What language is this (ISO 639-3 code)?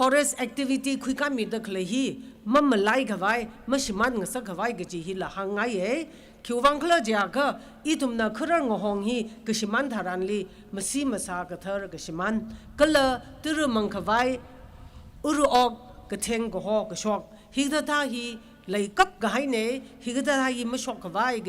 nmf